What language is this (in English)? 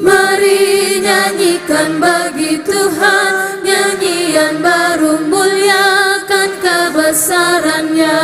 Ambonese Malay